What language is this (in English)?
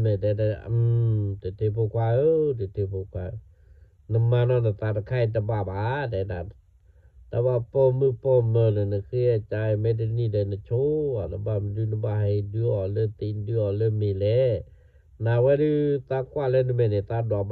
S'gaw Karen